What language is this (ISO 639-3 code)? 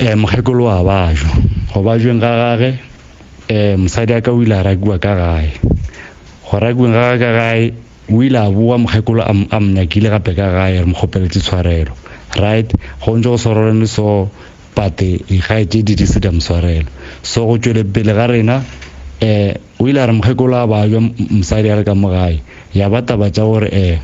nso